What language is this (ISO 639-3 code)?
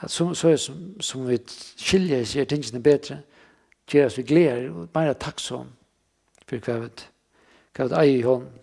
fao